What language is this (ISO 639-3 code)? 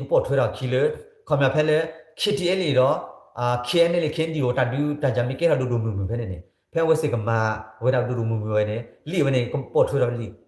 ksw